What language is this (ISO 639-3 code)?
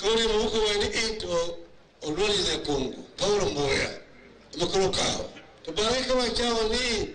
luo